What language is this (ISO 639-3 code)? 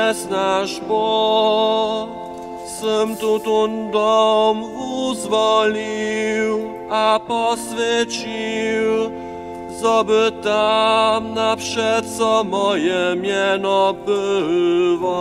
hsb